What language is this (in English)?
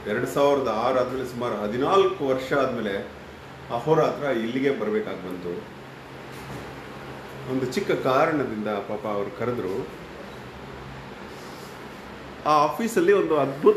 Kannada